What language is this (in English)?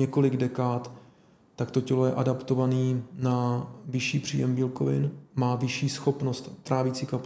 Czech